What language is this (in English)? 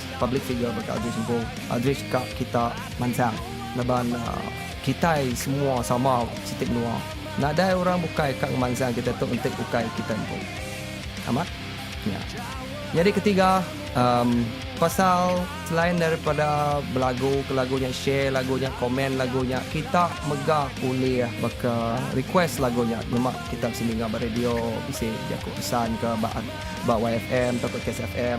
Iban